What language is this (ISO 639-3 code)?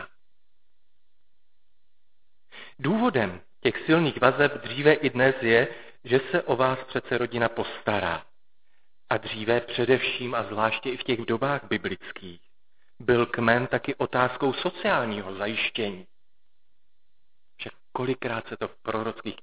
ces